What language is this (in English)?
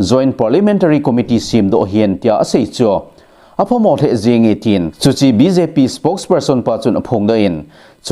Thado Chin